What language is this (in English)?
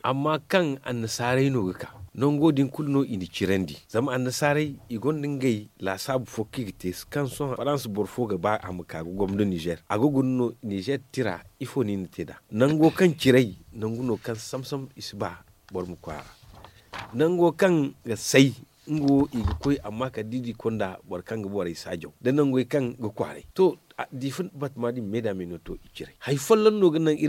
Zarma